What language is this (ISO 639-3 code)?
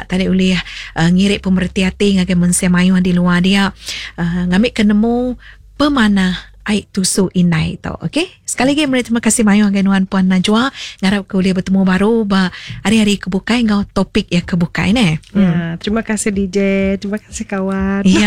iba